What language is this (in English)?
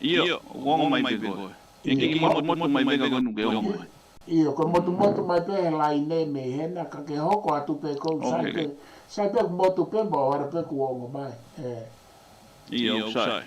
Tongan